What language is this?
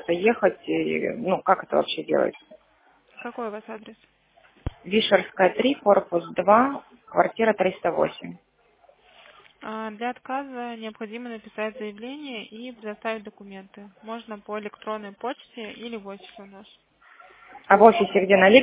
Russian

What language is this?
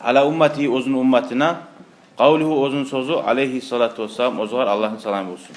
Kumyk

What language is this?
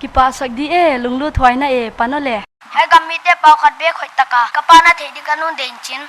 Paite Chin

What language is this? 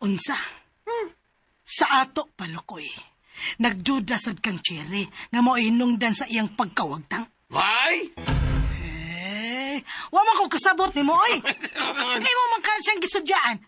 Cebuano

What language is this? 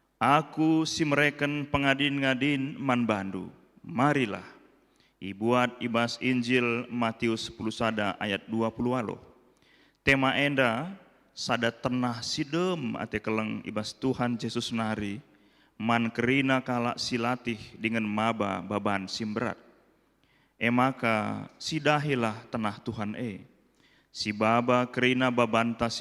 Batak Karo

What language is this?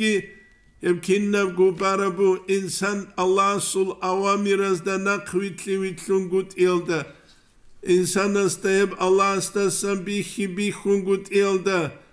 Avaric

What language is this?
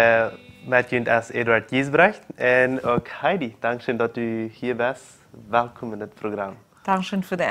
Plautdietsch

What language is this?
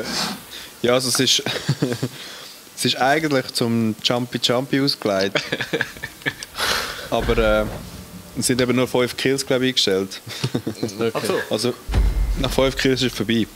Swiss German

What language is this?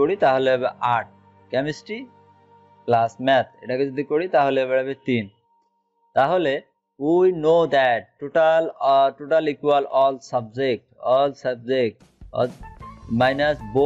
Bangla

